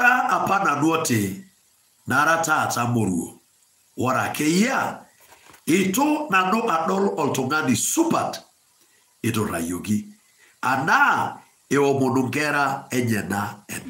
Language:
Masai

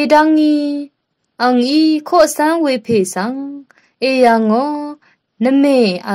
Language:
Rawang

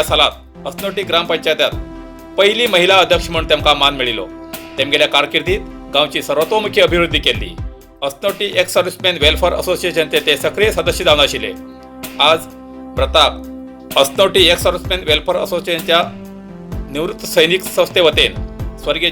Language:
Konkani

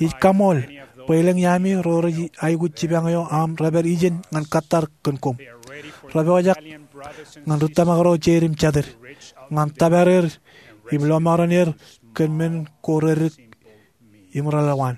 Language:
Marshallese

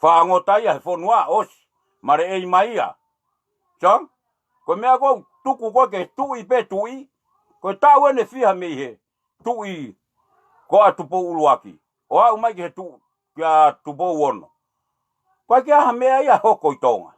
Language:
Tongan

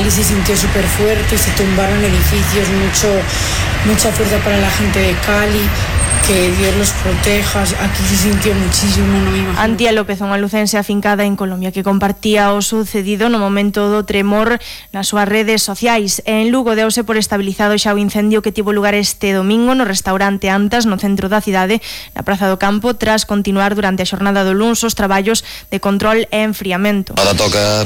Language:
Galician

